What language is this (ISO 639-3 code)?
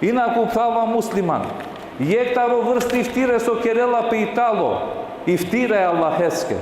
rmn